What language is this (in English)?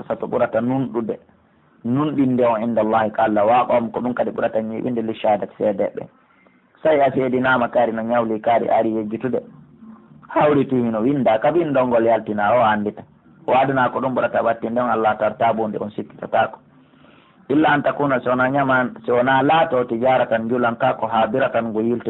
Pular